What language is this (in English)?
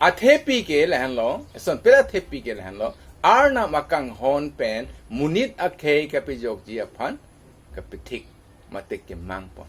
Karbi